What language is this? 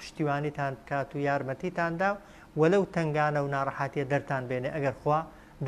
Central Kurdish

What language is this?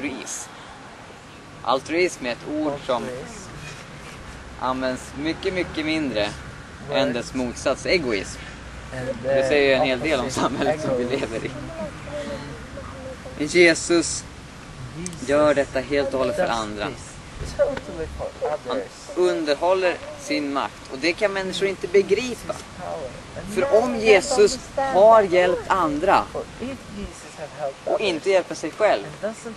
Swedish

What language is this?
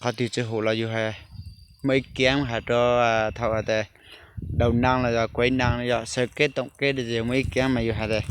Hmong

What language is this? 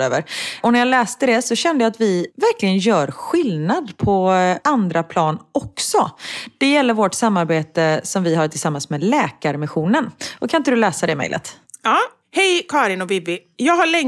Swedish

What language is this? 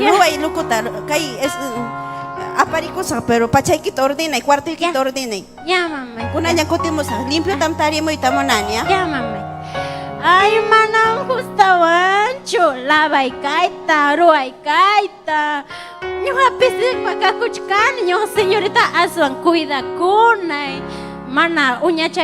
Ayacucho Quechua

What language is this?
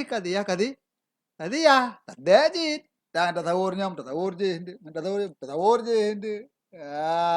Achinese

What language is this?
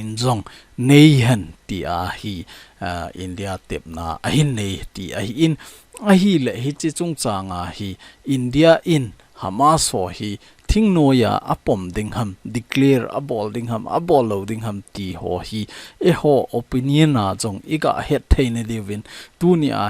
Thado Chin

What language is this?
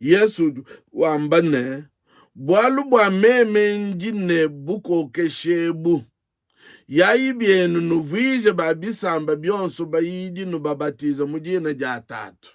Luba-Lulua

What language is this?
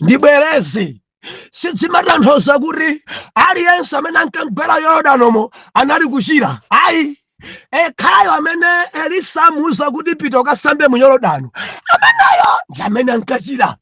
Nyanja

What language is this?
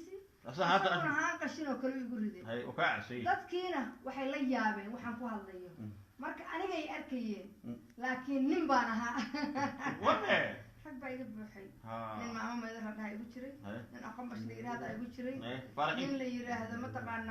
Somali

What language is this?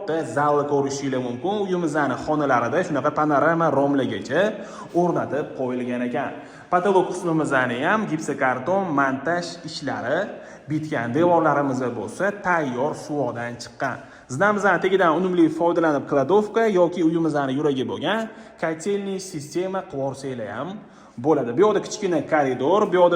Uzbek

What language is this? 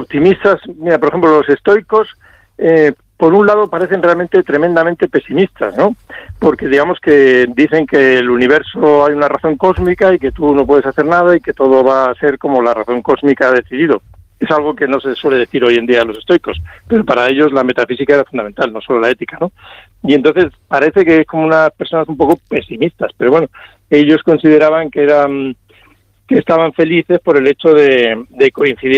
Spanish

